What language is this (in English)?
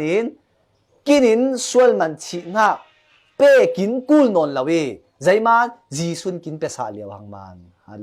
Falam Chin